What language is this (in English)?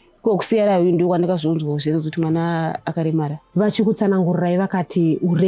Shona